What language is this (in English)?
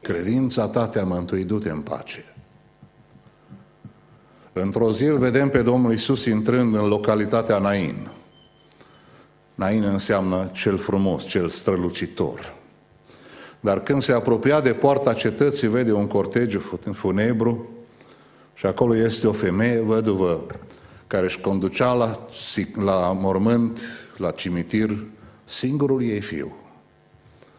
Romanian